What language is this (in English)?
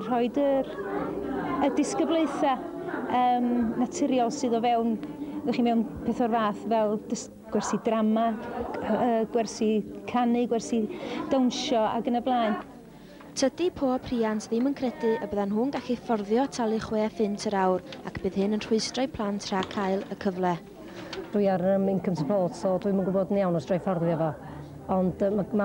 Welsh